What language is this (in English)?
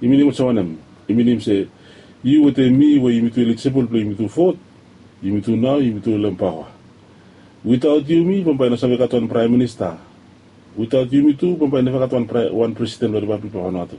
Bislama